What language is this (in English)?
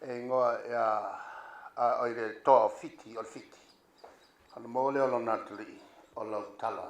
Samoan